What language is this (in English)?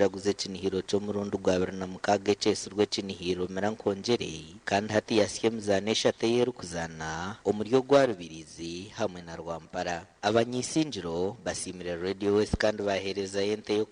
Nyankole